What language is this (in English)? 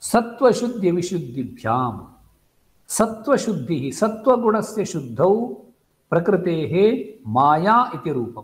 Sanskrit